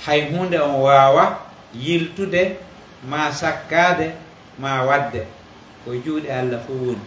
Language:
Pular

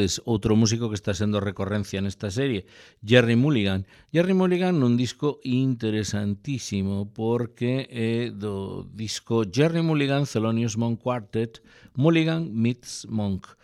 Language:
Galician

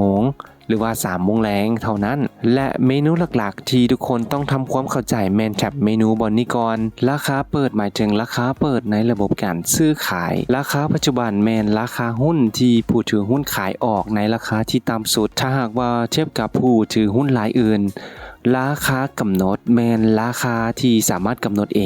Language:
Lao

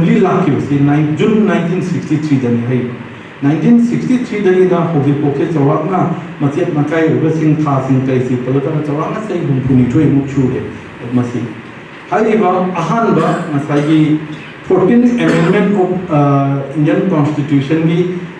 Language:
Manipuri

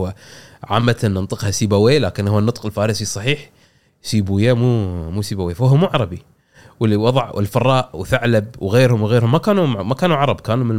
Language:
Gulf Arabic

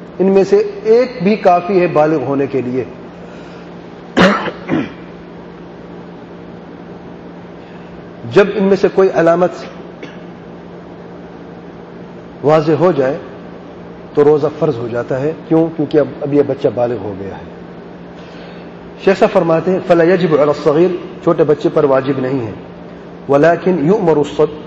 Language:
Urdu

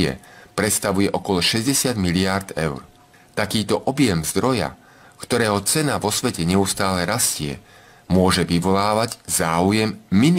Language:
Slovak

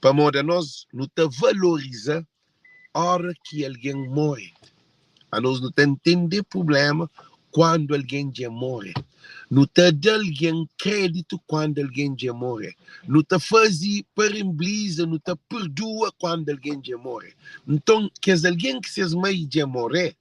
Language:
Kabuverdianu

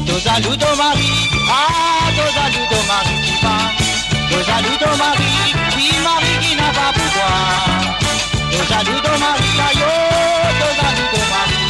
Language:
Morisyen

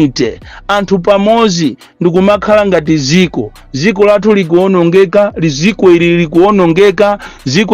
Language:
Nyanja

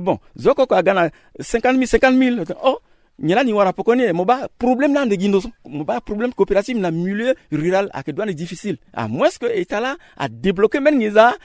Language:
Sango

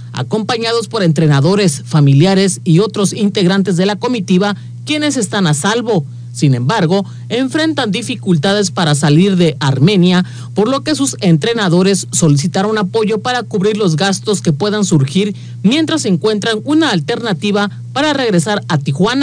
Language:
Spanish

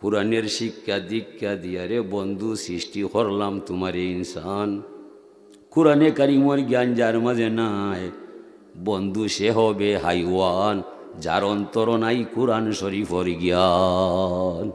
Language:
Sylheti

